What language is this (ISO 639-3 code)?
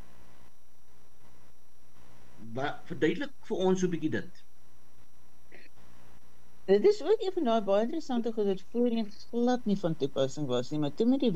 afr